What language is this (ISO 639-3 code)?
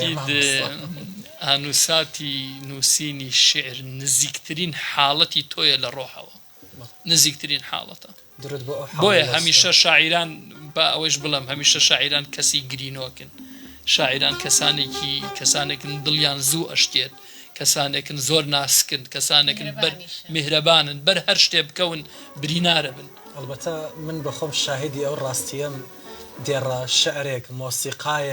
ckb